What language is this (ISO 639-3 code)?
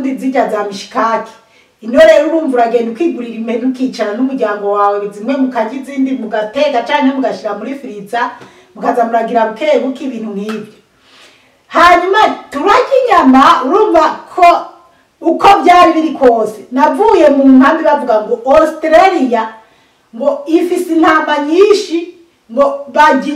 run